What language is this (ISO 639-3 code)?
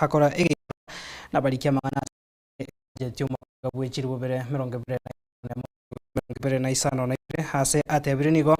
guz